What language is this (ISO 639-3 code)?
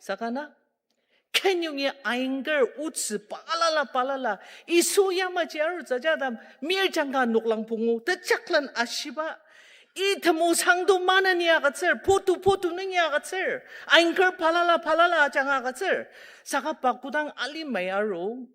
njo